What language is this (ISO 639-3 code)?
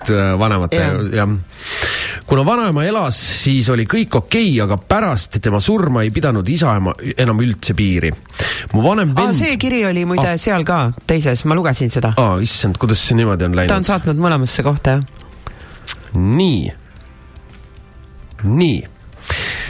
est